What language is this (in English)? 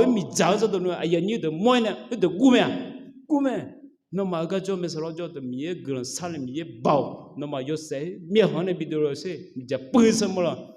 Akha